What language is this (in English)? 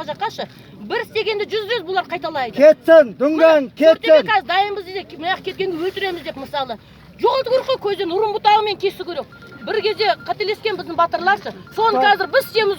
Kazakh